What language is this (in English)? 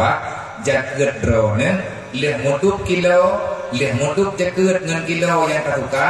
Achinese